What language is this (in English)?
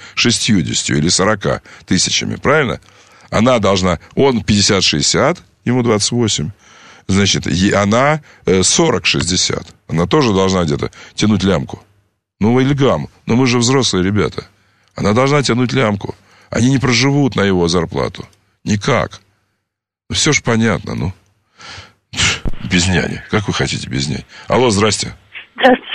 Russian